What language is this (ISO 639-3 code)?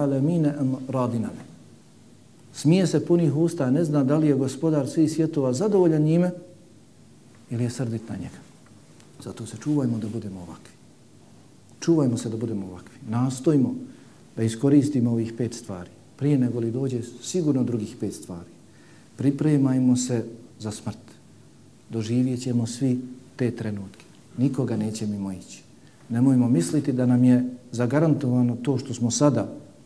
bos